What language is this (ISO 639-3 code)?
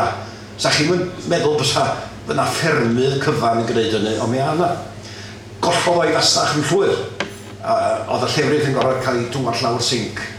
cym